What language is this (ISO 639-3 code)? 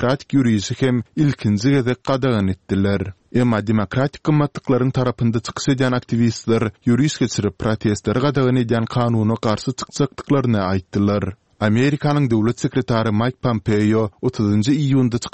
tuk